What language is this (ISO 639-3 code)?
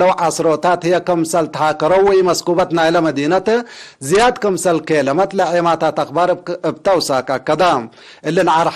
tig